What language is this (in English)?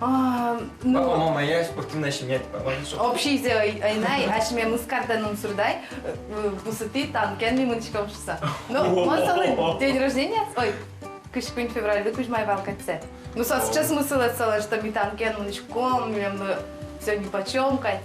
Udmurt